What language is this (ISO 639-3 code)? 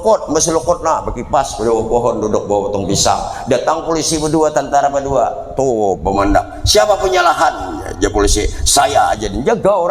bjn